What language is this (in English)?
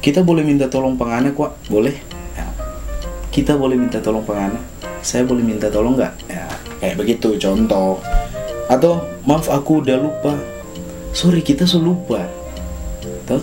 Manado Malay